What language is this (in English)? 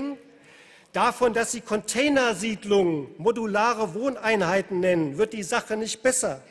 German